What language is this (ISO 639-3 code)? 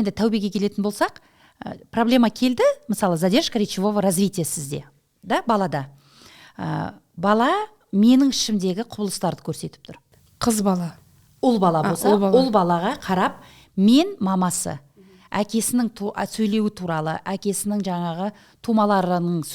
kaz